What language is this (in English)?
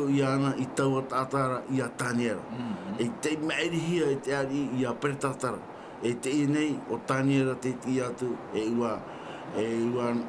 Tahitian